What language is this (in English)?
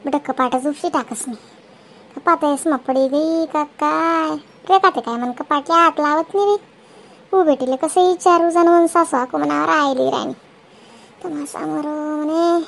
Khandesi